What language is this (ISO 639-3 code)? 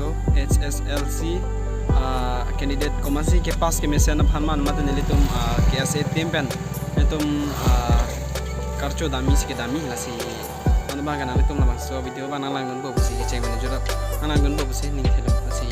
mjw